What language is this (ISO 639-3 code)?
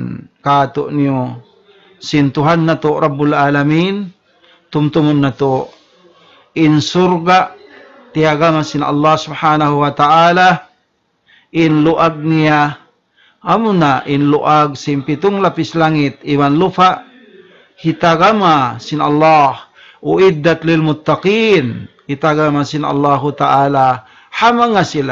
tsg